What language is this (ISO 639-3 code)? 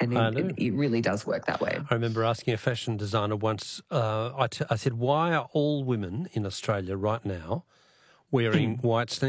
eng